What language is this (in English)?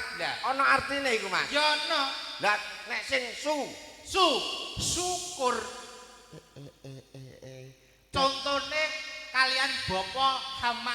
Javanese